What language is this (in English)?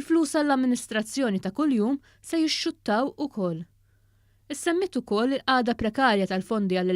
Maltese